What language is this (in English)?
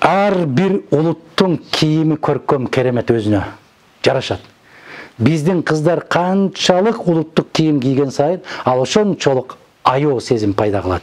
Kyrgyz